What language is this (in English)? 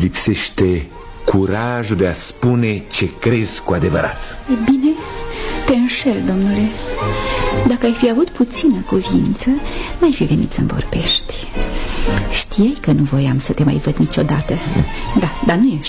Romanian